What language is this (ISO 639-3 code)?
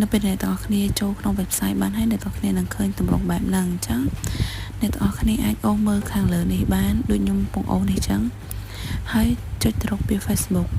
khm